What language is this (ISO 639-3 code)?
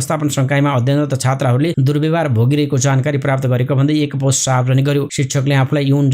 nep